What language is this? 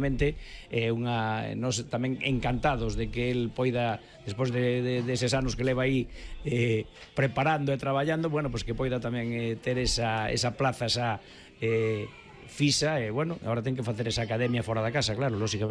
Galician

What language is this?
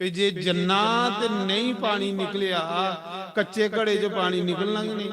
Dogri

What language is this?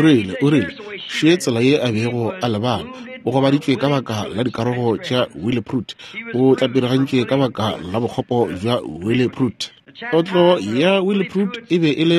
Northern Sotho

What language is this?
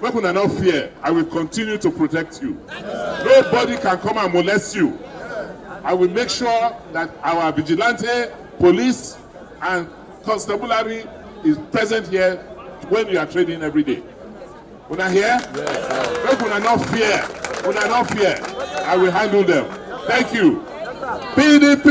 Nigerian Pidgin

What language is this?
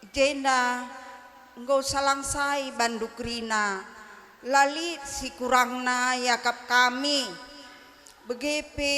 Batak Karo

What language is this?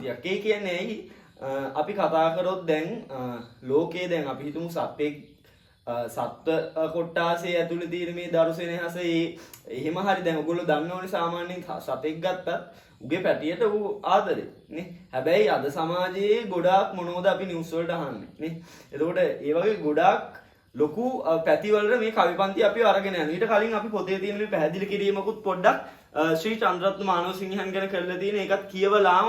Sinhala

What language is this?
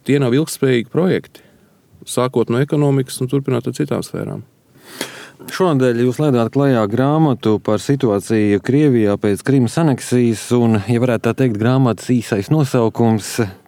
Latvian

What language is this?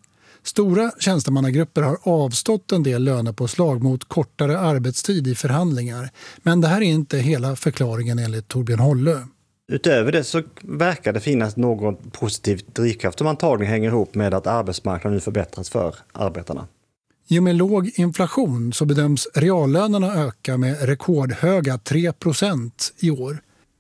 Swedish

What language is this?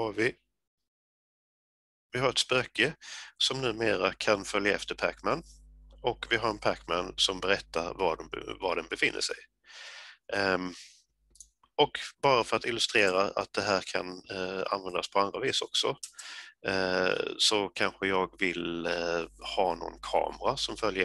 Swedish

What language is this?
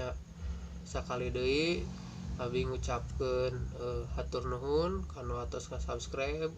Sundanese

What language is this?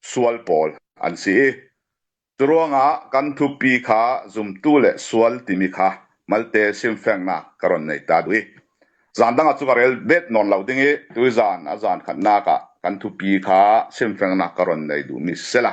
Falam Chin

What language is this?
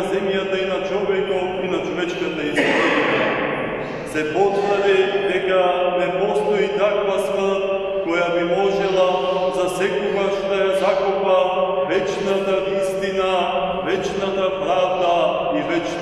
Macedonian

